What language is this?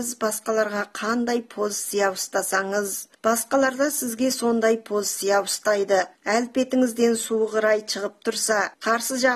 Kazakh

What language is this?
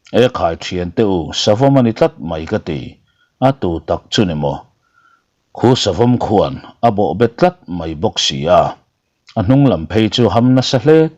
Mizo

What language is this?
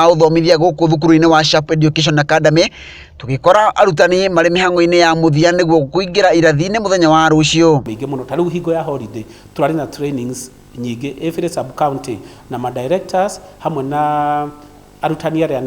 Kikuyu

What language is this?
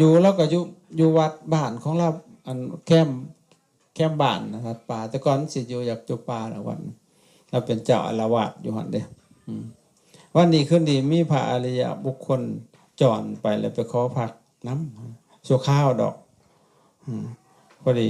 Lao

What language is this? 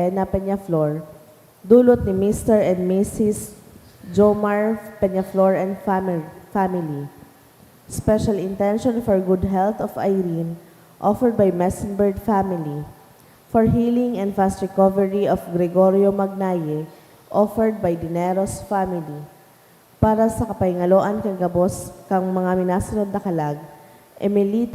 Bikol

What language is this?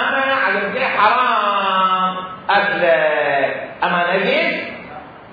Mesopotamian Arabic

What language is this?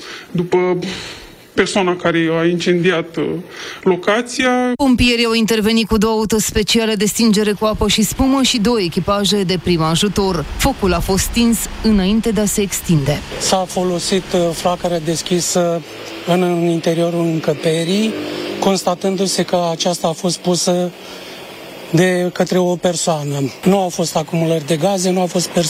Romanian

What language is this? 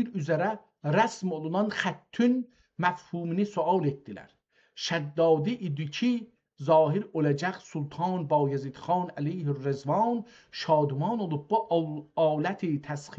South Azerbaijani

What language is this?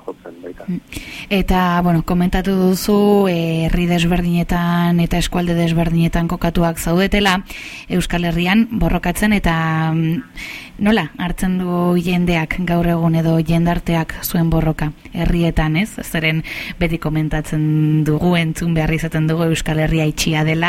Basque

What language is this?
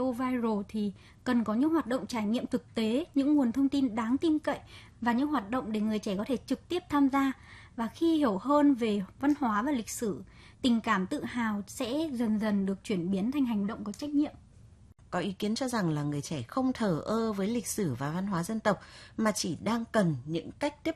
Vietnamese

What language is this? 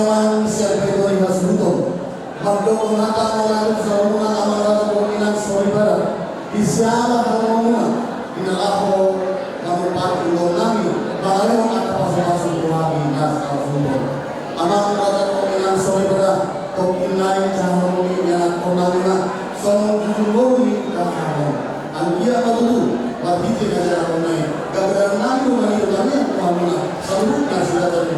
Batak Toba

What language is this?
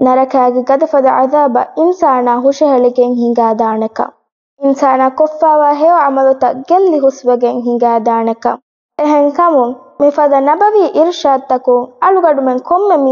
Divehi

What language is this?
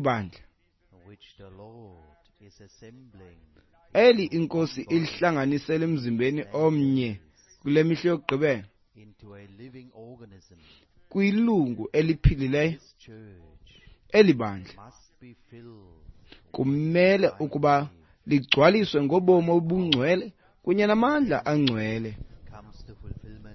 Xhosa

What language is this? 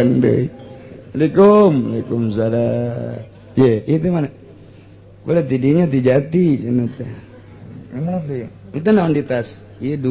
Sundanese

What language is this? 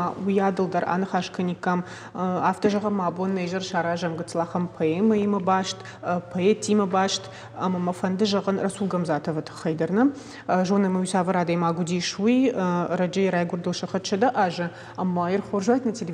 Ossetic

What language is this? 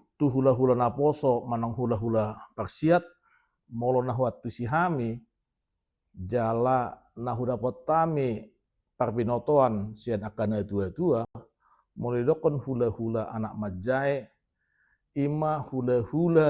Batak Toba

